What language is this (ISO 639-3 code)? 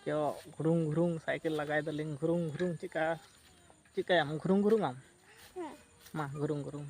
sat